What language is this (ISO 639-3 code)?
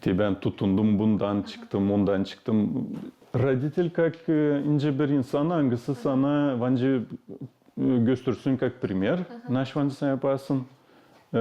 gag